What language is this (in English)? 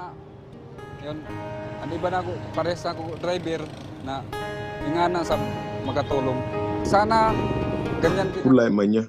Ewe